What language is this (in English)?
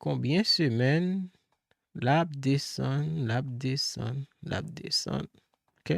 Haitian Creole